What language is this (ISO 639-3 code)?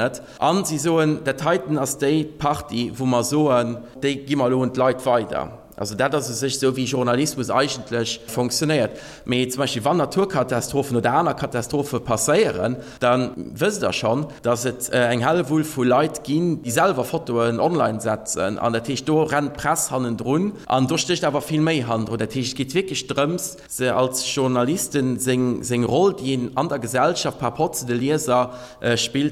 ltz